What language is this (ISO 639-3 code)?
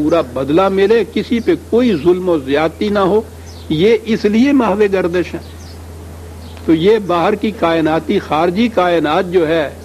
urd